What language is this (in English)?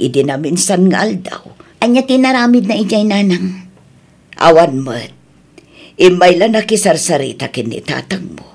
Iloko